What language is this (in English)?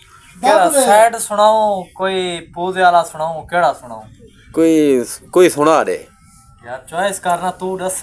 Saraiki